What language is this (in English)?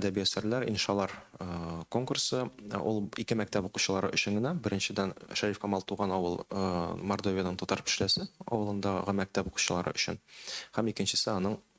Tatar